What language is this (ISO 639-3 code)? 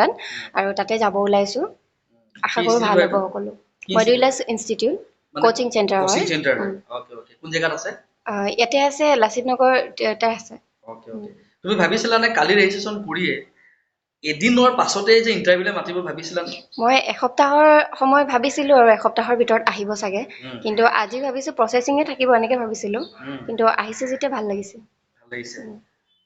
asm